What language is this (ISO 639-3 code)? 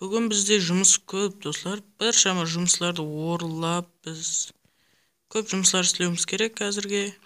kaa